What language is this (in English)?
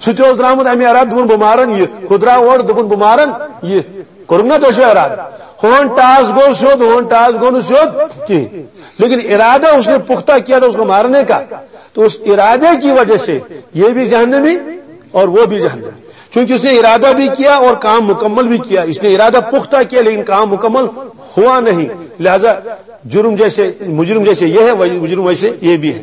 Kashmiri